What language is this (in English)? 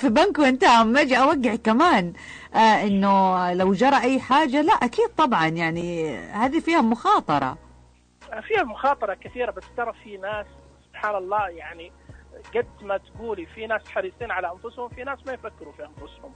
Najdi Arabic